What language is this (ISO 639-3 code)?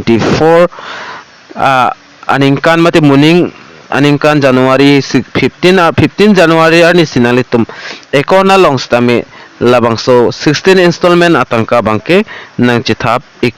mjw